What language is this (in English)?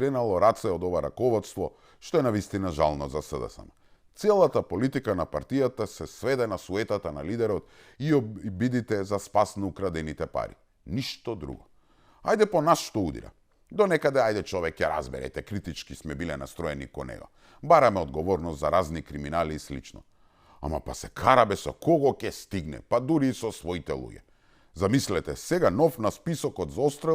Macedonian